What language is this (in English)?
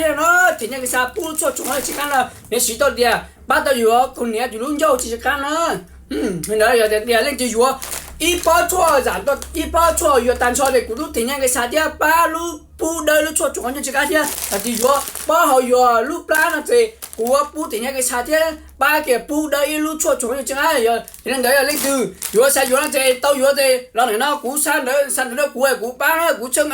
Hmong